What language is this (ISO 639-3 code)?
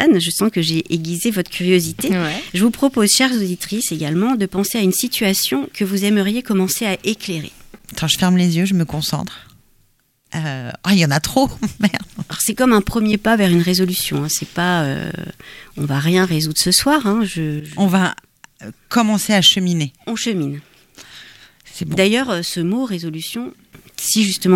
fra